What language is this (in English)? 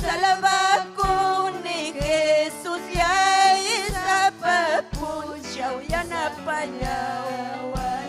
Ayacucho Quechua